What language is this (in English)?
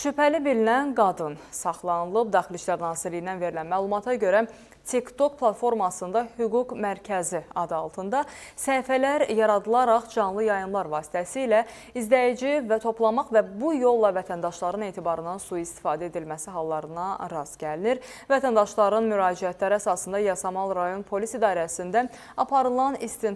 Azerbaijani